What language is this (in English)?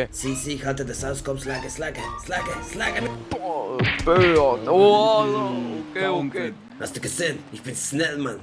Swiss German